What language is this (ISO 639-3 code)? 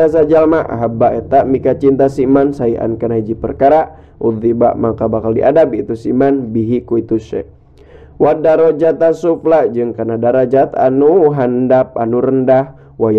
sun